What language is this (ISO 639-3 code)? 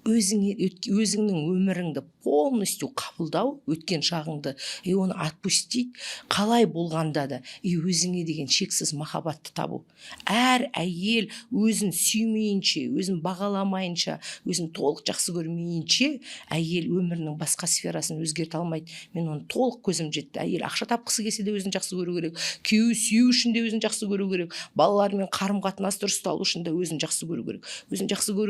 kaz